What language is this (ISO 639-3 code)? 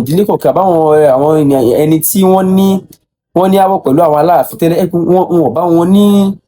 yor